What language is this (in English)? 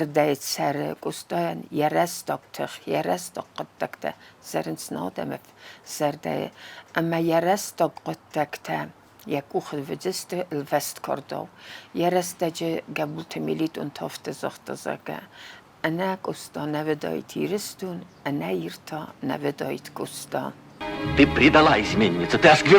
Ossetic